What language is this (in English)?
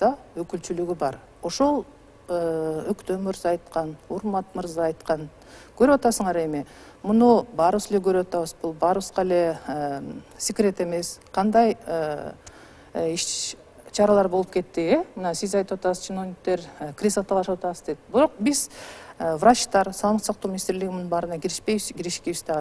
Kyrgyz